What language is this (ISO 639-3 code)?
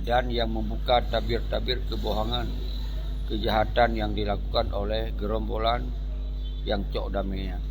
ace